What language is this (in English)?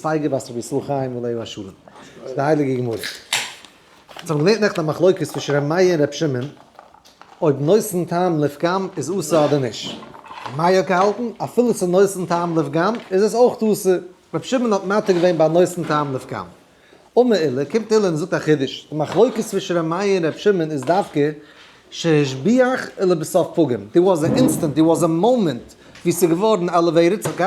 Yiddish